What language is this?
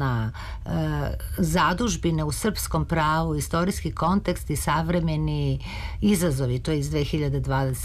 Serbian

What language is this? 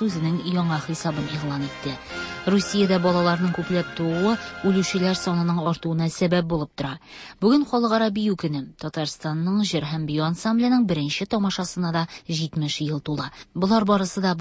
Tatar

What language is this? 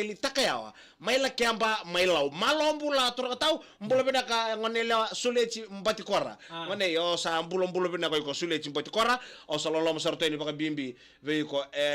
Fijian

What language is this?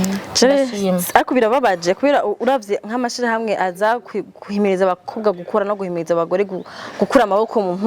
Rundi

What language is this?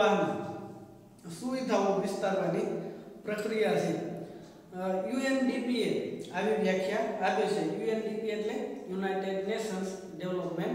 Gujarati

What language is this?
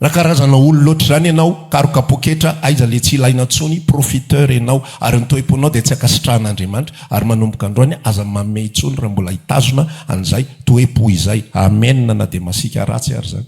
Malagasy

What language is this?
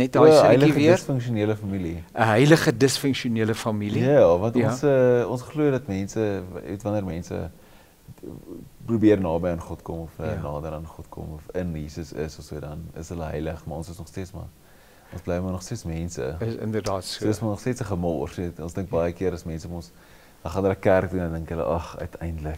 Afrikaans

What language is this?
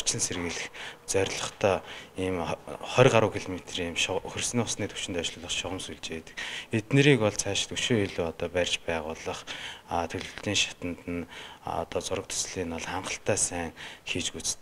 Mongolian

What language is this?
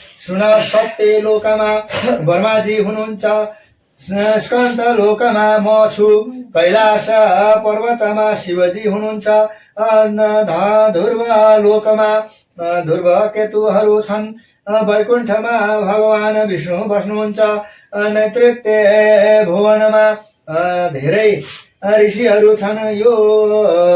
Nepali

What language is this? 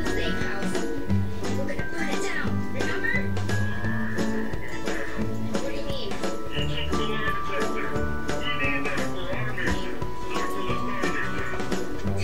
English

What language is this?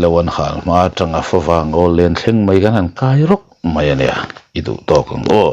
Mizo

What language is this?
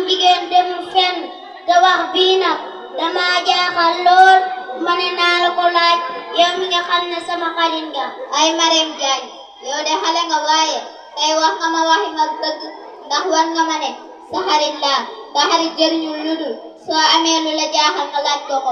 Wolof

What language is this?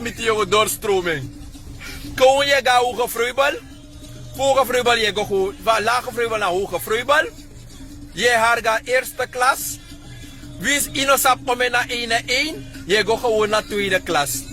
Sranan Tongo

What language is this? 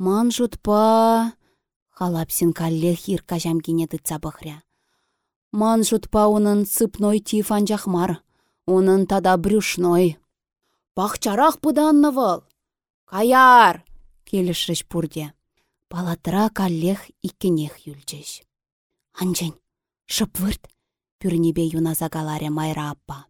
Chuvash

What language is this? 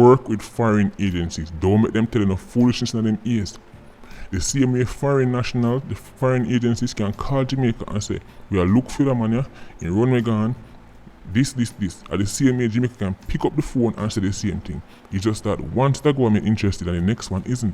Jamaican Creole English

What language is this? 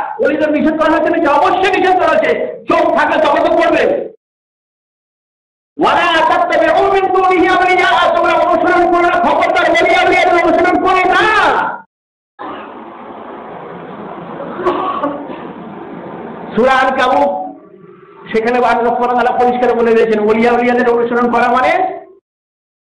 Bangla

